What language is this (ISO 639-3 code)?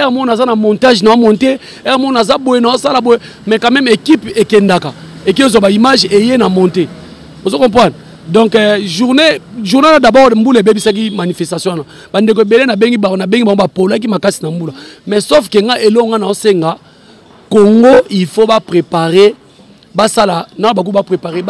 lin